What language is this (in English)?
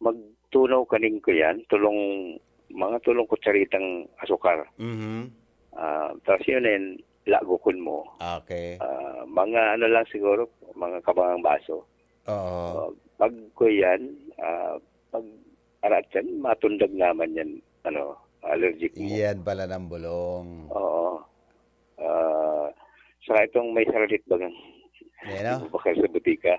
Bikol